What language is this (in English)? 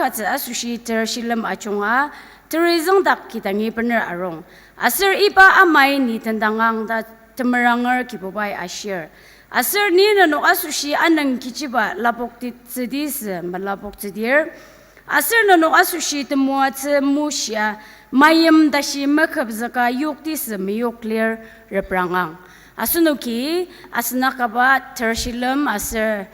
Ao Naga